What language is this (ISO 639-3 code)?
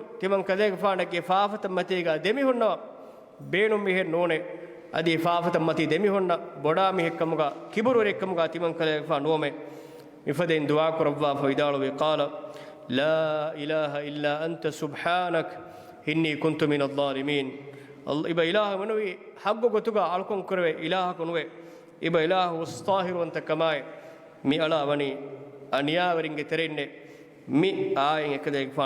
div